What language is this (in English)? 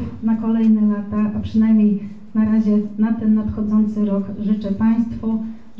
Polish